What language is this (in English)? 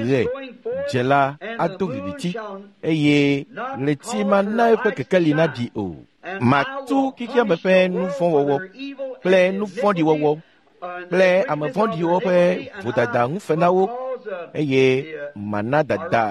Ewe